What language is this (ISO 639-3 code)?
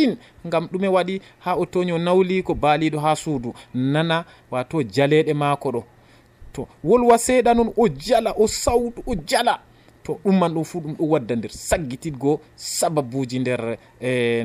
fuv